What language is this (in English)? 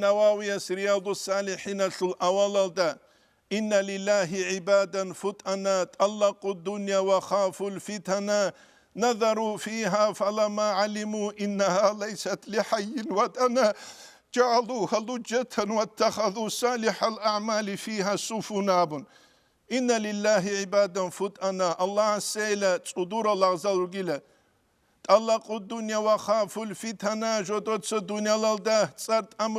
Avaric